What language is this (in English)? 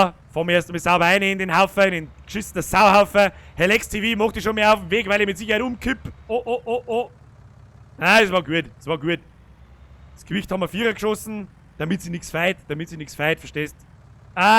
Bavarian